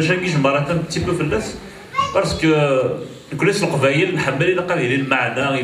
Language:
Kabyle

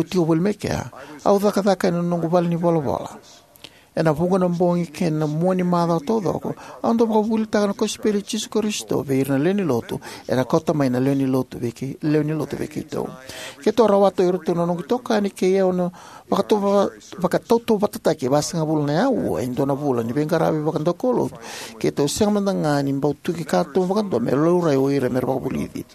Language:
Fijian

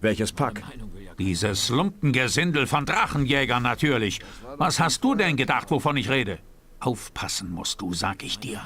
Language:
Bavarian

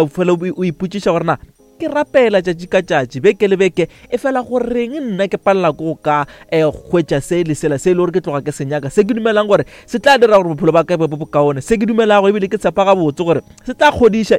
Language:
Northern Sotho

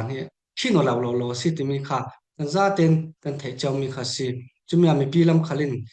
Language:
Falam Chin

